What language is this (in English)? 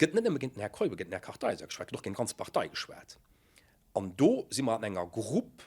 Luxembourgish